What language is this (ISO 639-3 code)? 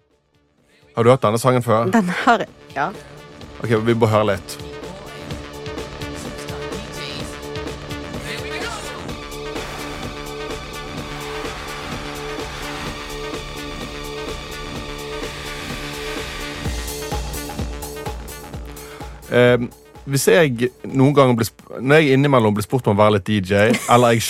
nor